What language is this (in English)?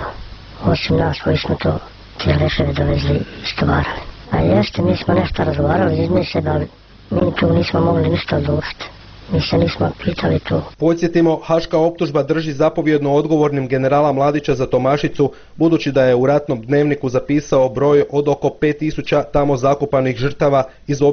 Bosnian